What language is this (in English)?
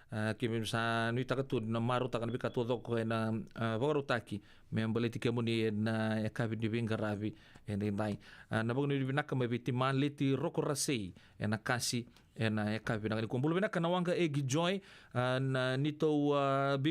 Fijian